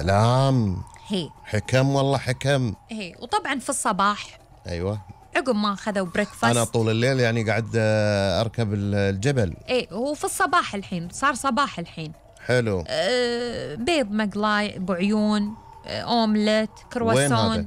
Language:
Gulf Arabic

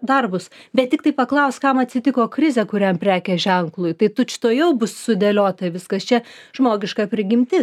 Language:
Lithuanian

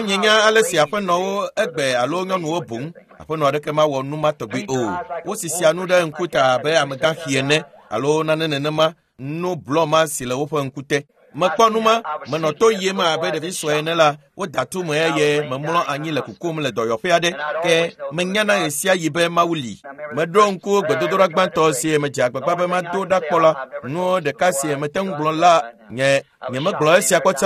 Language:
Ewe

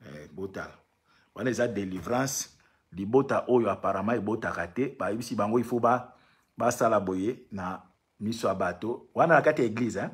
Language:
Lingala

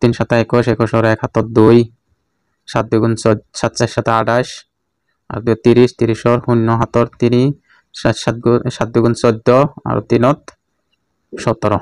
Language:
Assamese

